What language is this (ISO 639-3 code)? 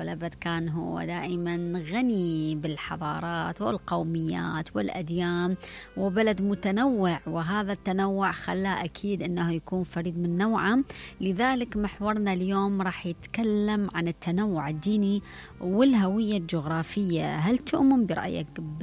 acm